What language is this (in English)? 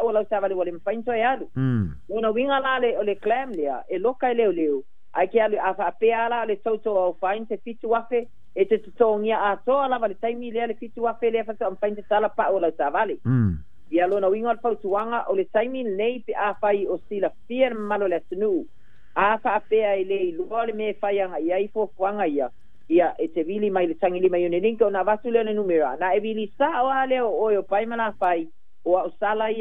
Samoan